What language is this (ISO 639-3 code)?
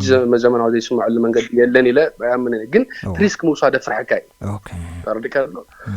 tir